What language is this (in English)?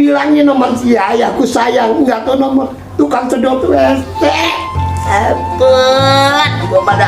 Betawi